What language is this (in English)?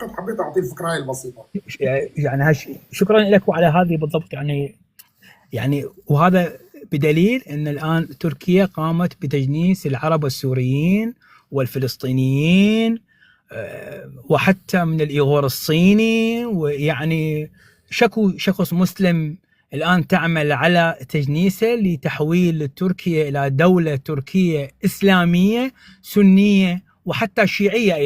North Levantine Arabic